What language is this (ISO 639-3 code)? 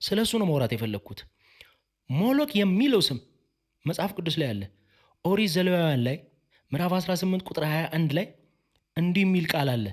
amh